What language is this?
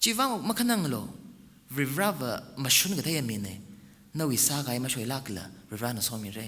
Tangkhul Naga (India)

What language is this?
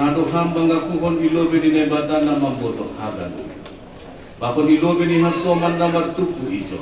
Batak Simalungun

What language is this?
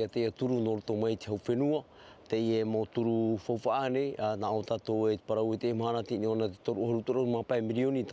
Tahitian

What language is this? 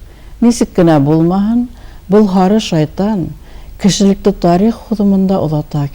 Bashkir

